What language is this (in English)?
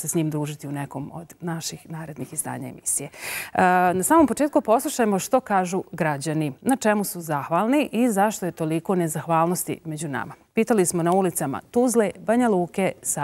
Bosnian